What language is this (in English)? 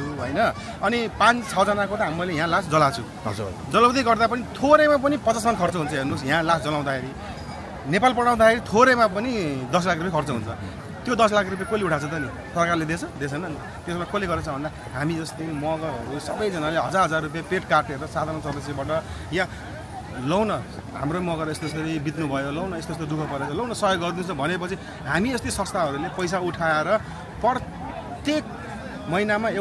Nepali